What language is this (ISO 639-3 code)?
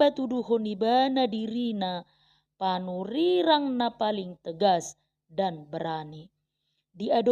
bbc